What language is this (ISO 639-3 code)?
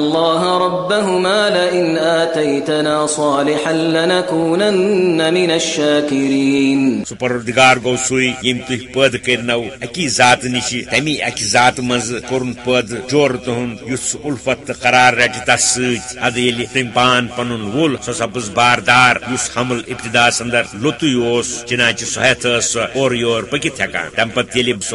kas